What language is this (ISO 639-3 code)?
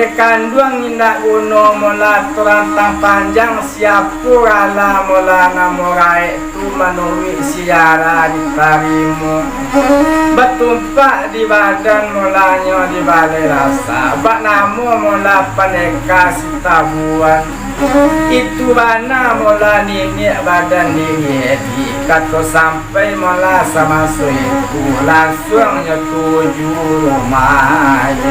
min